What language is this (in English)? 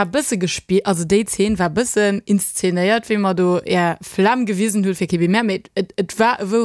Luxembourgish